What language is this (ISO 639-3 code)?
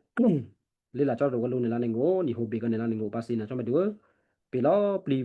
kyu